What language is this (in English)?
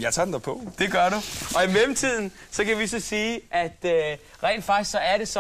Danish